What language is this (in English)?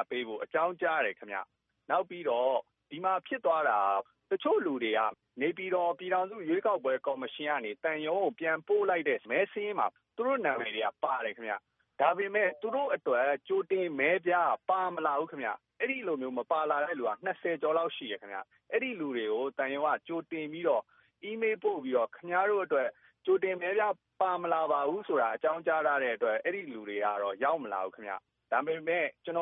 Burmese